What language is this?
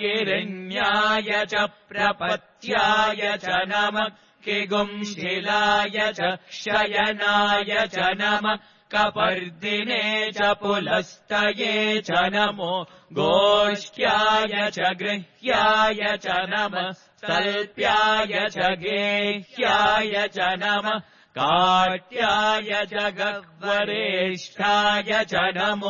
Sanskrit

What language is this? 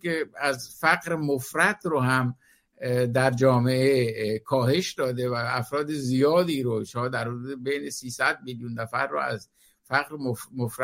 Persian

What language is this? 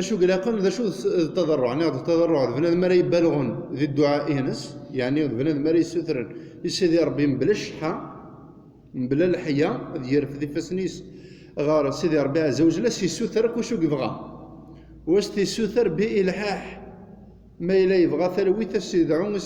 Kabyle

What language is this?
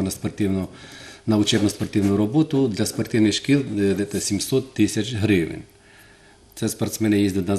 Ukrainian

